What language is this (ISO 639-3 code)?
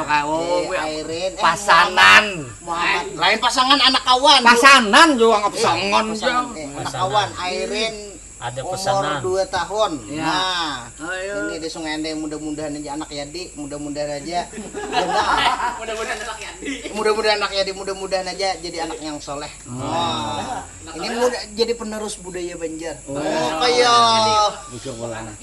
bjn